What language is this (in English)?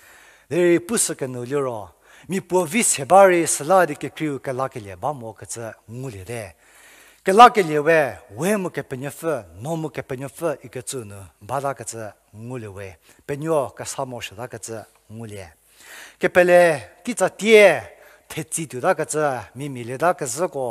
Angami Naga